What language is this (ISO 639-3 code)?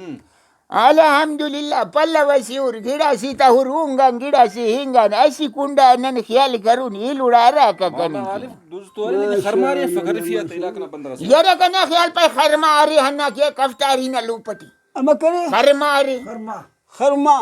brh